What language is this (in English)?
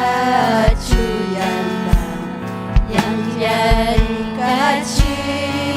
Ayacucho Quechua